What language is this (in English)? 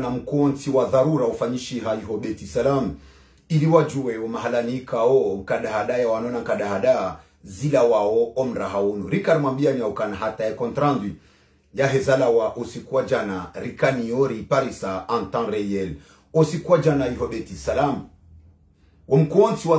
Swahili